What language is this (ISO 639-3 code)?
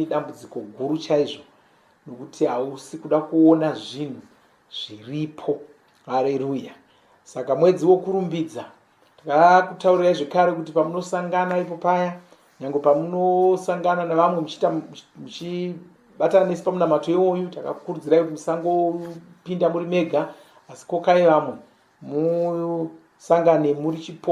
sna